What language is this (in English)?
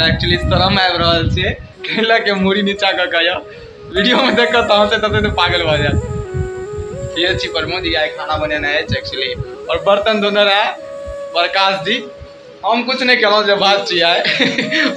Maithili